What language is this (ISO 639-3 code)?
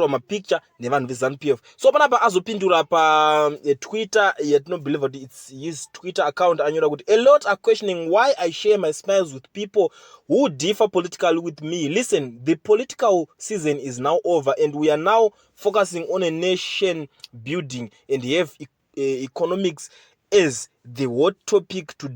sna